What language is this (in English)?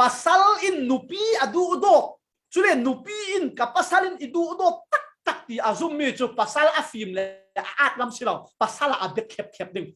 Falam Chin